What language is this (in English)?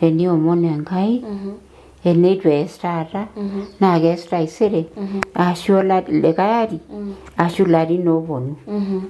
Masai